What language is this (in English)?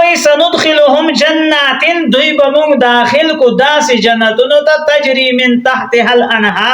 Pashto